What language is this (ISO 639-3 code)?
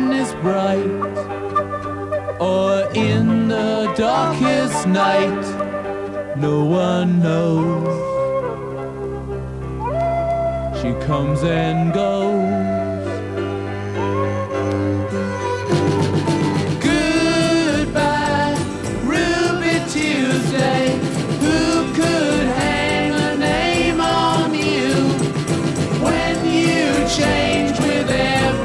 eng